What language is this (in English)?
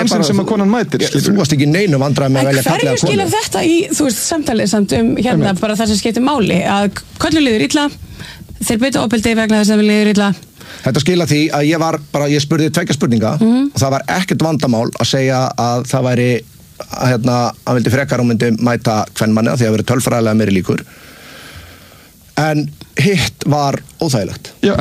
Icelandic